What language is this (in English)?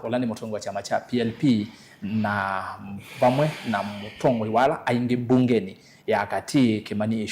Kamba